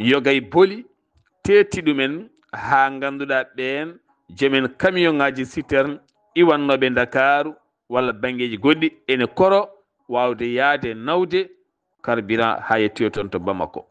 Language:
Fula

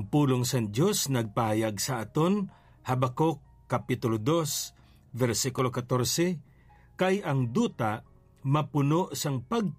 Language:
Hiligaynon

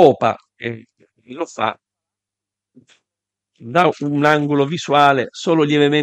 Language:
Italian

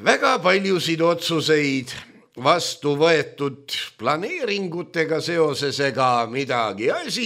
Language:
Estonian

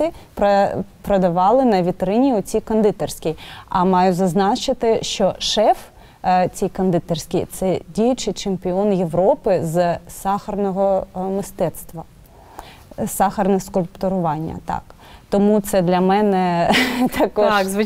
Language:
Ukrainian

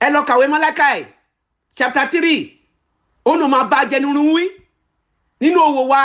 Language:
Yoruba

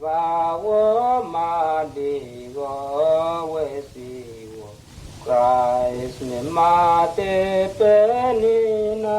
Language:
Mota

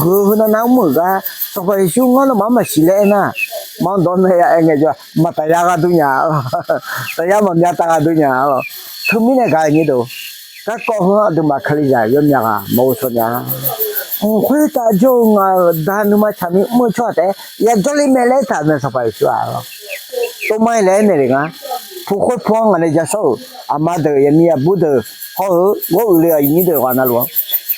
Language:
Akha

